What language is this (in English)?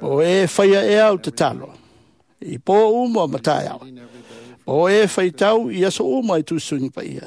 Samoan